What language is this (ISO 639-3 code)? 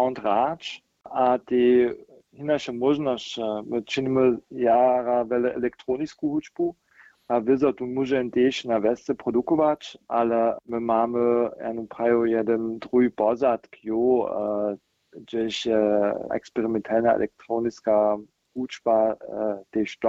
hsb